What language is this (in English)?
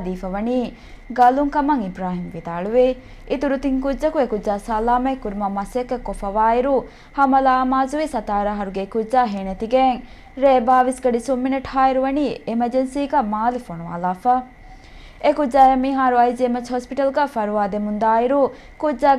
Divehi